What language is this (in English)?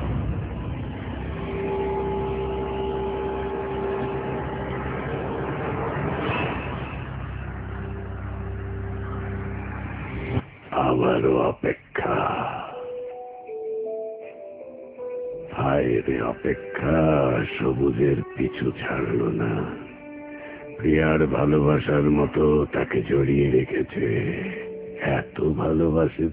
Bangla